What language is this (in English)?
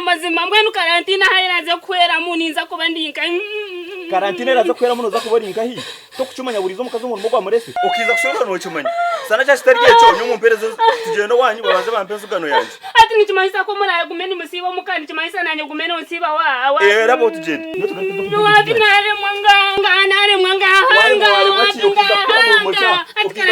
Nyankole